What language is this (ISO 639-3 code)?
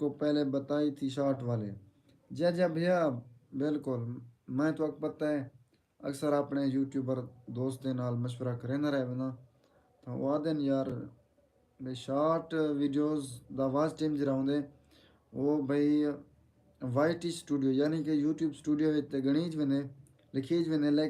skr